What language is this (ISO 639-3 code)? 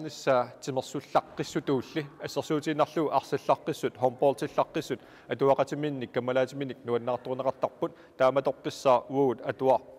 kal